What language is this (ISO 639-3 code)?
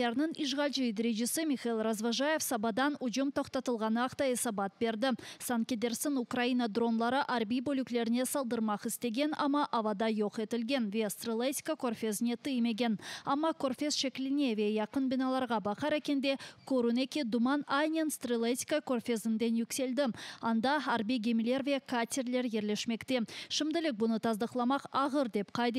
crh